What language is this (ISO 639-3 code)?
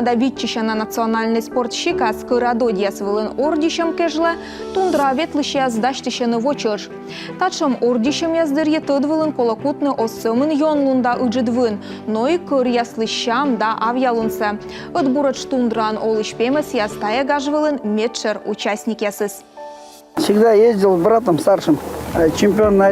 kom